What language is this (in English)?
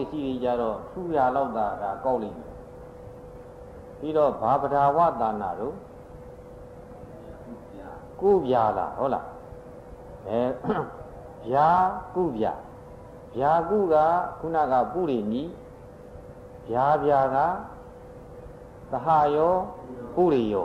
Burmese